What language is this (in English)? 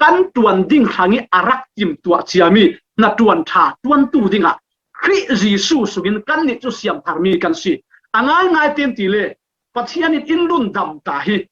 Falam Chin